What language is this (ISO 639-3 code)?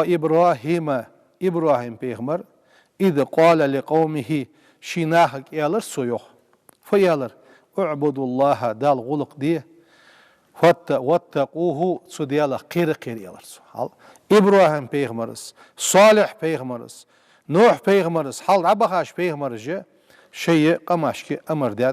inh